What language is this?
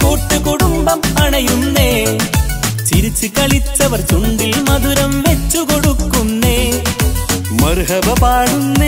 Malayalam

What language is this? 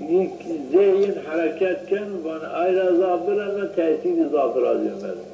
Zaza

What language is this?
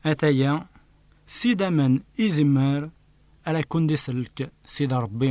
Kabyle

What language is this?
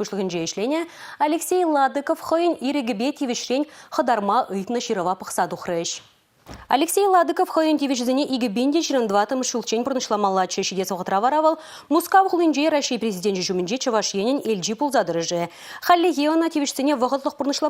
Chuvash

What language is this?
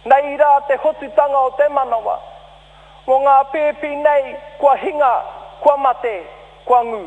Māori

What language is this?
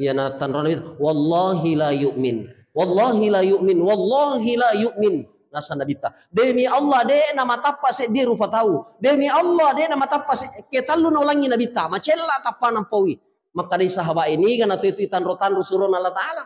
Buginese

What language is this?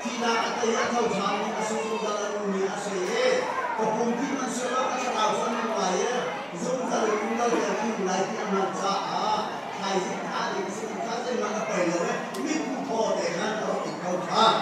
Hakha Chin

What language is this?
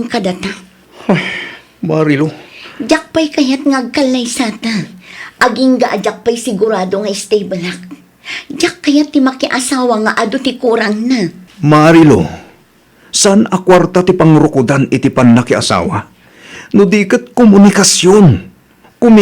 Iloko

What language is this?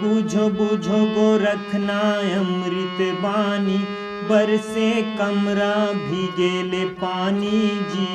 Chhattisgarhi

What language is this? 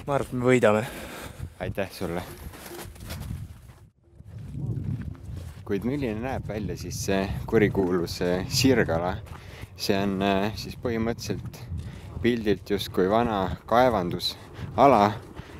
Estonian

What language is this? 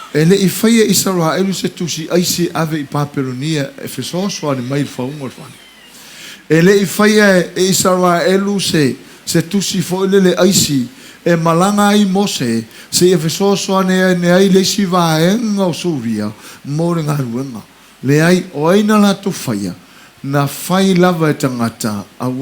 Samoan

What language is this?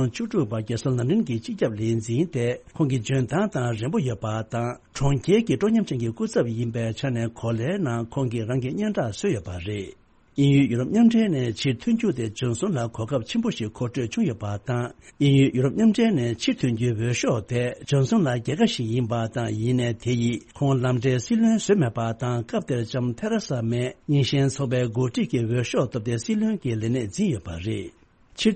Tibetan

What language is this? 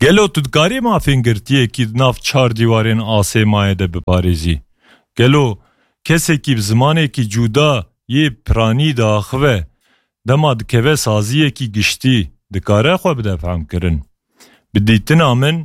Kurdish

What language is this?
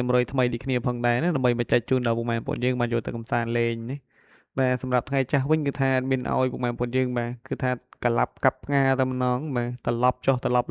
Khmer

